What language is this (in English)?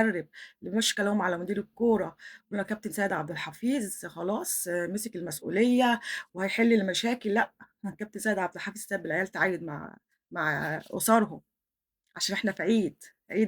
Egyptian Arabic